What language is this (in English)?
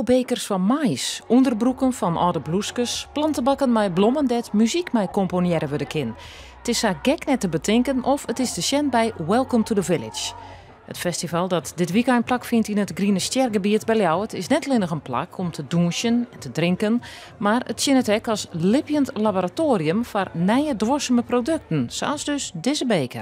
Western Frisian